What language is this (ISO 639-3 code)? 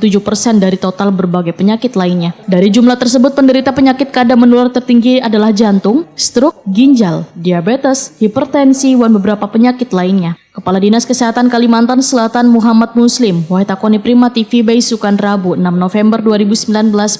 bjn